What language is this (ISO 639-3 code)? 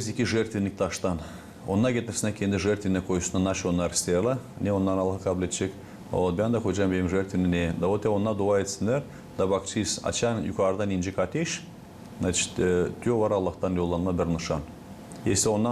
gag